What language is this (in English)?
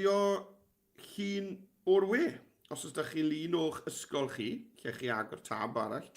Welsh